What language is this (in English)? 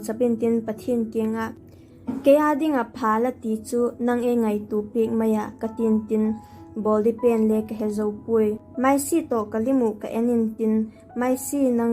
Vaiphei